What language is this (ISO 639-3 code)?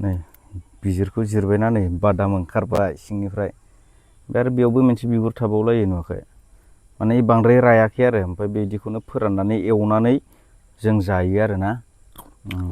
brx